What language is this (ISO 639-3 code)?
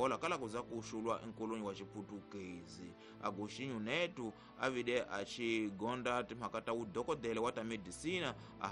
tso